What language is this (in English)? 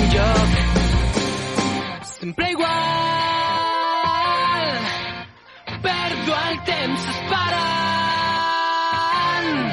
Catalan